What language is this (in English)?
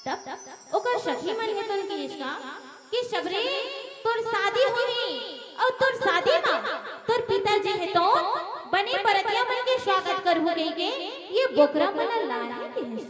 Chhattisgarhi